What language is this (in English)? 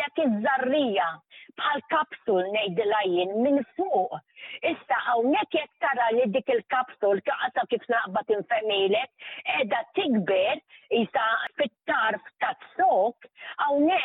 Maltese